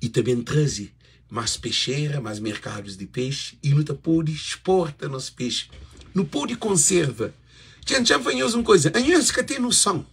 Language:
Kabuverdianu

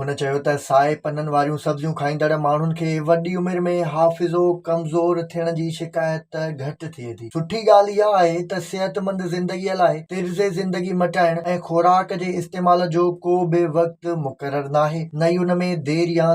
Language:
Sindhi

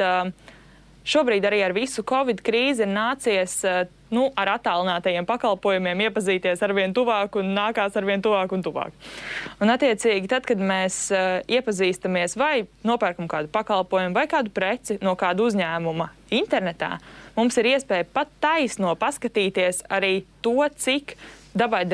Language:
Latvian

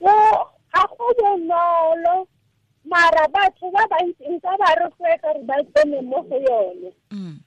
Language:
Tswana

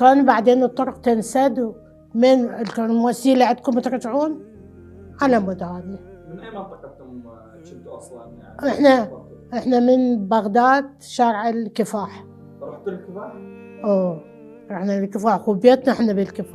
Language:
Mesopotamian Arabic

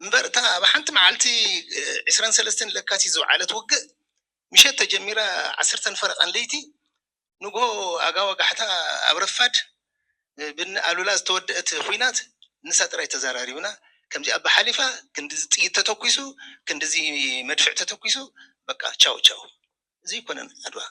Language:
Tigrinya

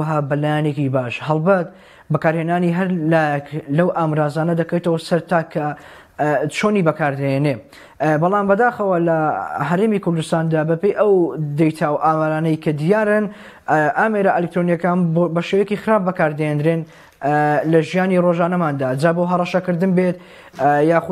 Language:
Central Kurdish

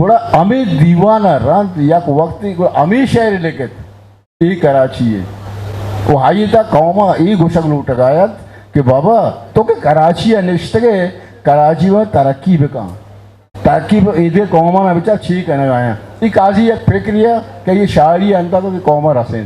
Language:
Eastern Balochi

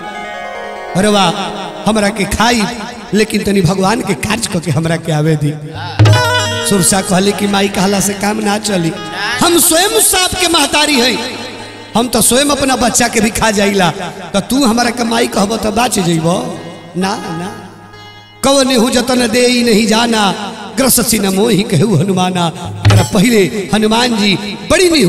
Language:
Bhojpuri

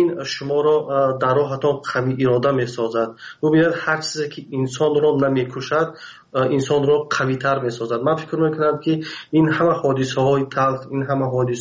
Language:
Persian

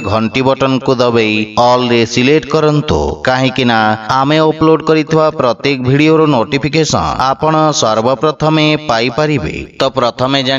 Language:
Odia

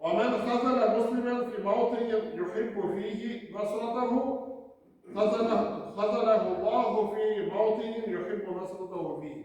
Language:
Tatar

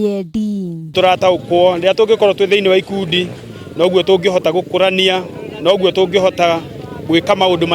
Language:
Kikuyu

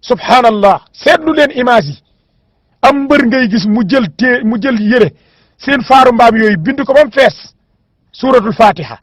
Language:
Wolof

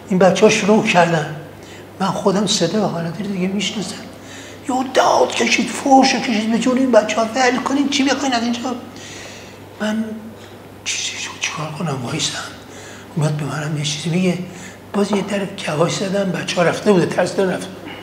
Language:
Persian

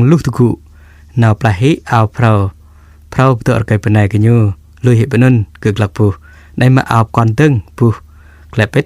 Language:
Jarai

